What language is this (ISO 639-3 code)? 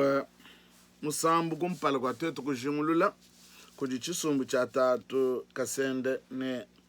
lua